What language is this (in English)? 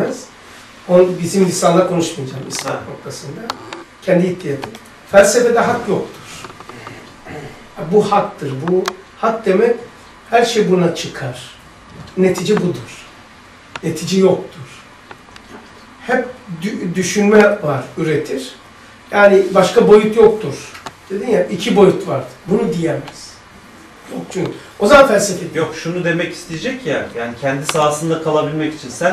Turkish